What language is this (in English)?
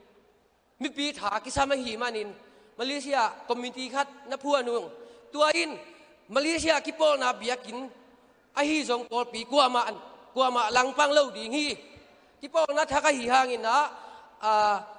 Tedim Chin